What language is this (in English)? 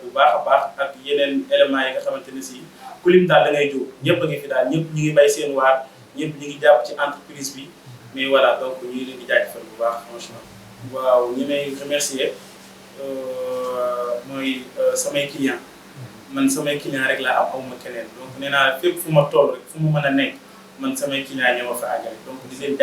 Wolof